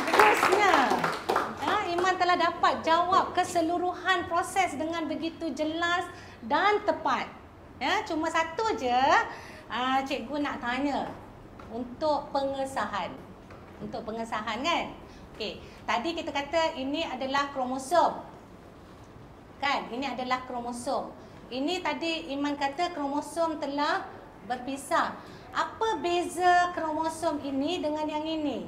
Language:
Malay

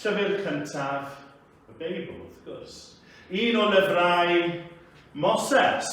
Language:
Welsh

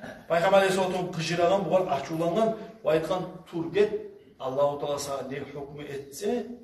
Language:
Kumyk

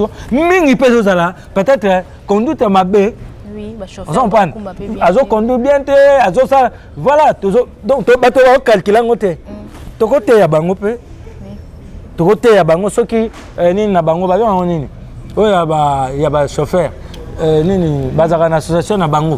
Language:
Lingala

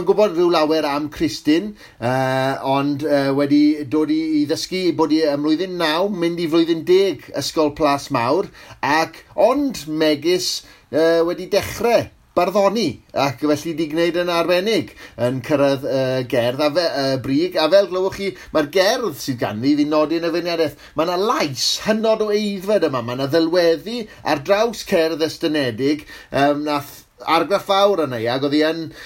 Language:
Welsh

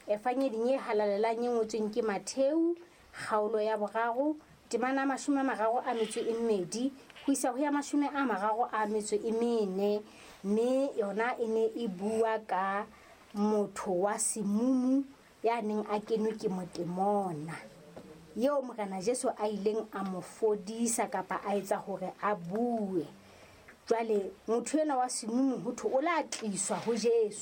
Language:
Southern Sotho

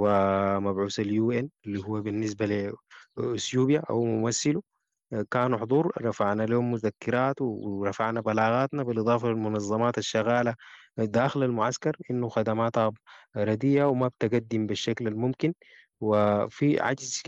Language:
Sudanese Arabic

